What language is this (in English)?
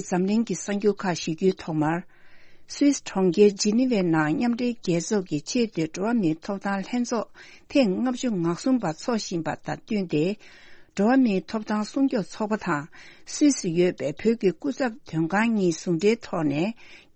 Tibetan